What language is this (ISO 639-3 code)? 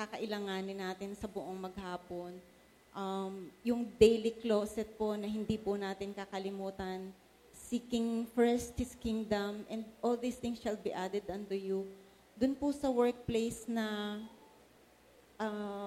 fil